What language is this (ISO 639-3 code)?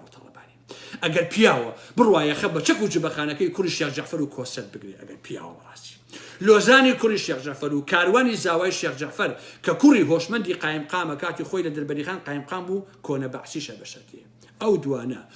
ckb